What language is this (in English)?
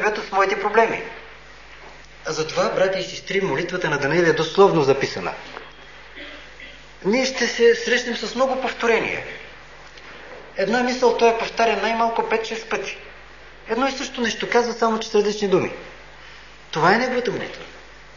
Bulgarian